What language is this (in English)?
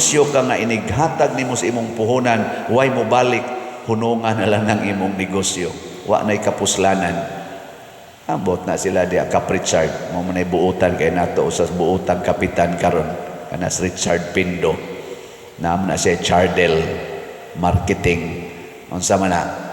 Cebuano